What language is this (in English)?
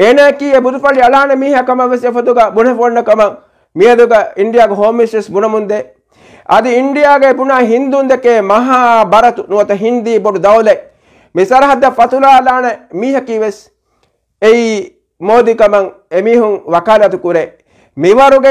Divehi